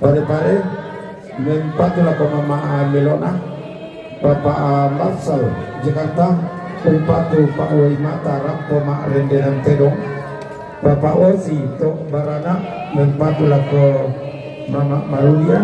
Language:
Toraja-Sa'dan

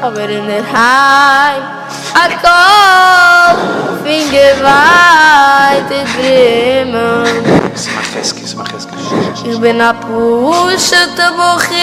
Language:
Yiddish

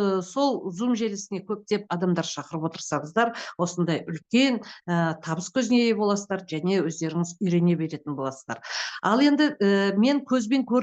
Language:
Kazakh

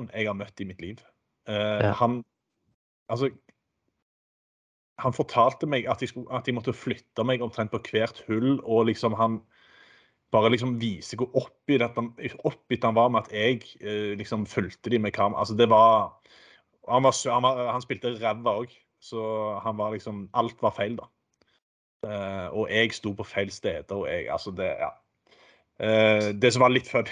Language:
Norwegian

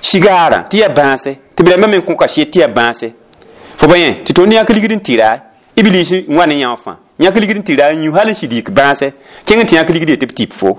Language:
Mossi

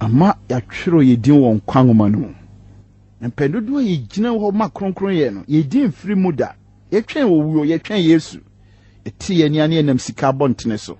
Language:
Akan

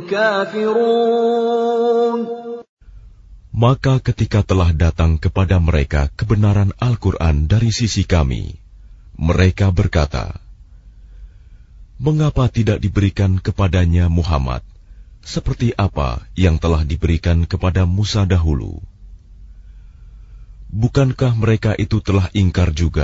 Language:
Indonesian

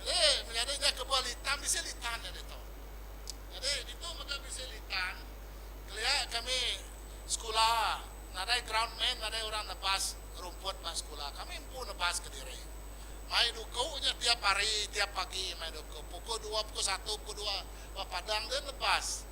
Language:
Iban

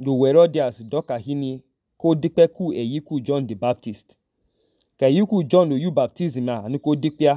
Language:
Idoma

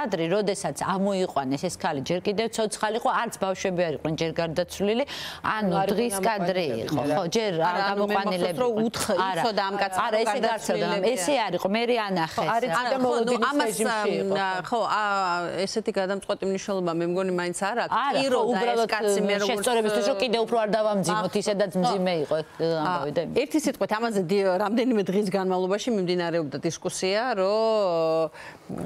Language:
Georgian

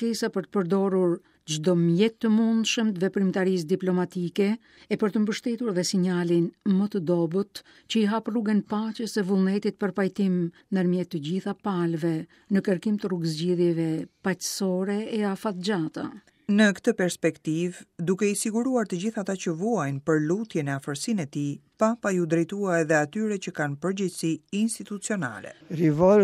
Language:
Albanian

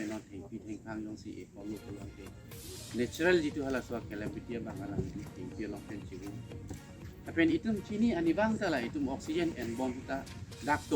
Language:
Karbi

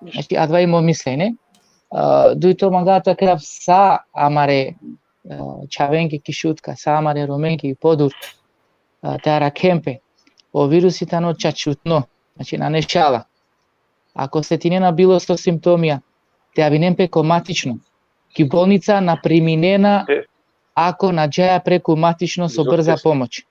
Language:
Balkan Romani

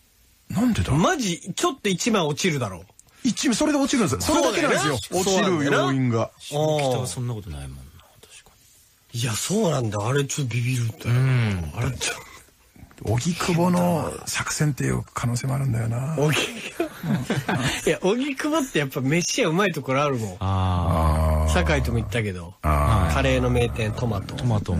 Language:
Japanese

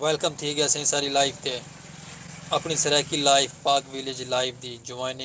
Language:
Saraiki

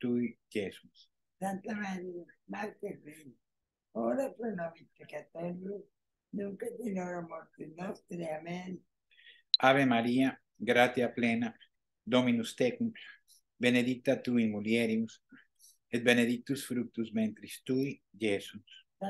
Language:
Latin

